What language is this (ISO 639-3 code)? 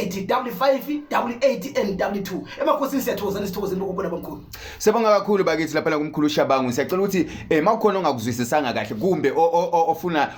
zul